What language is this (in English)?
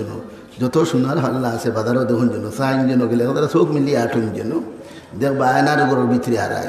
Sylheti